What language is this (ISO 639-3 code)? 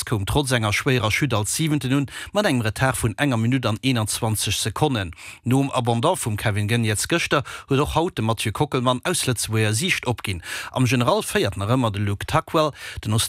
ltz